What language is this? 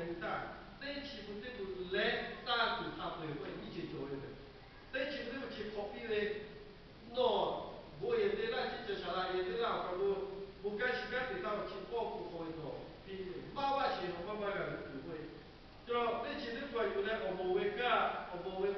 Lahu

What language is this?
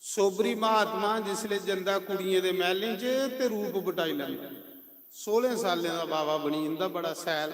Dogri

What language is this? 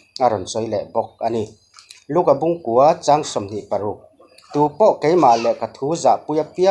Mizo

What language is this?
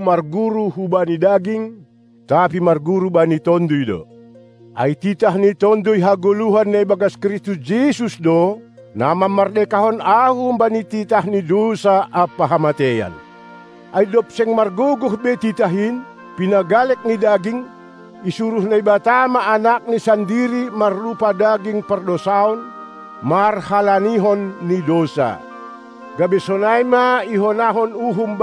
Batak Simalungun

